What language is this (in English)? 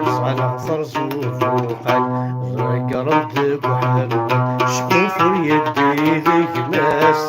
Kabyle